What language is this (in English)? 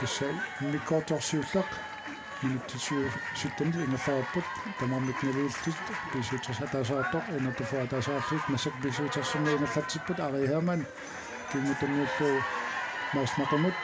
Kalaallisut